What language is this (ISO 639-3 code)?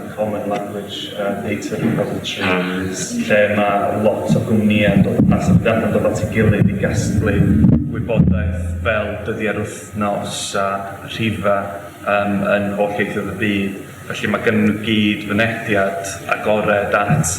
cym